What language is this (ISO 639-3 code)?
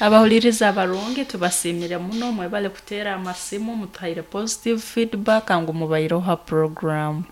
nyo